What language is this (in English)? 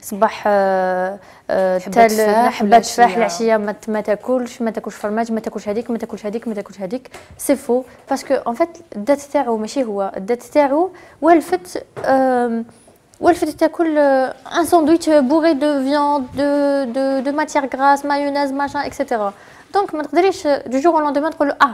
Algerian Arabic